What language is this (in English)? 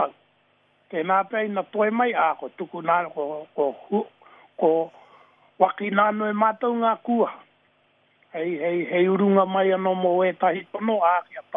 Māori